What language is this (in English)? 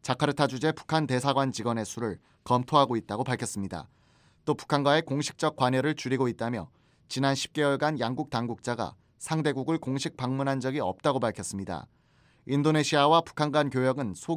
Korean